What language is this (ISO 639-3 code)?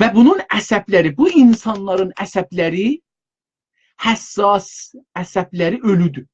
azb